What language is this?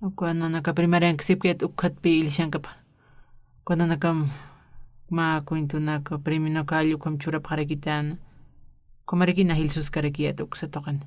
Aymara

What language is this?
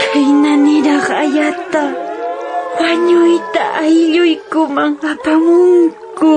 Quechua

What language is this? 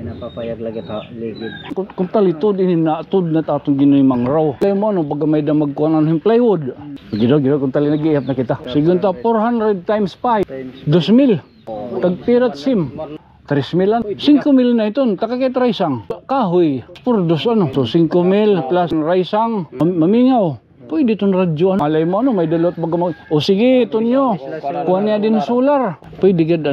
Waray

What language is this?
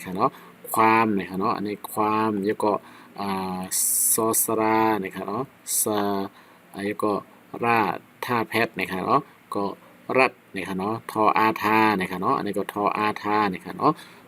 Shan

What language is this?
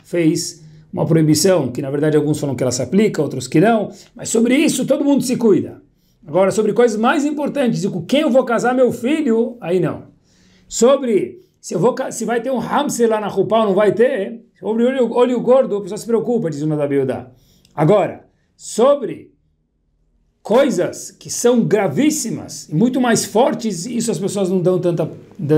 Portuguese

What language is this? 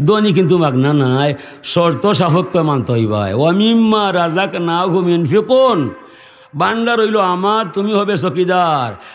Sylheti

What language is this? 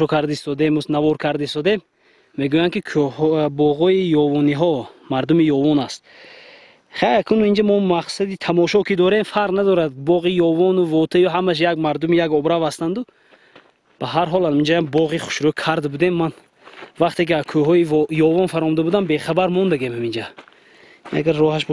Tajik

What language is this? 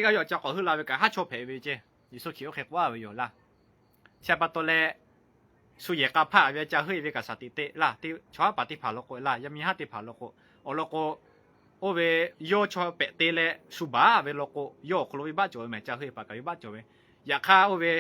Lahu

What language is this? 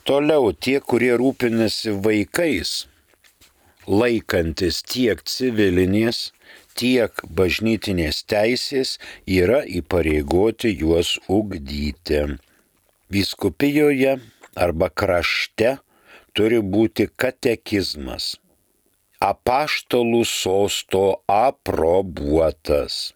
Lithuanian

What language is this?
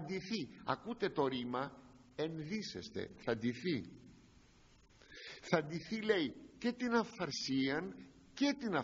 Greek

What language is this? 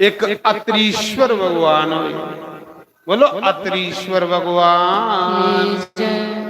Dogri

